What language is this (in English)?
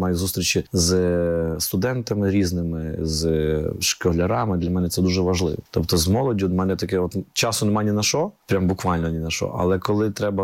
Ukrainian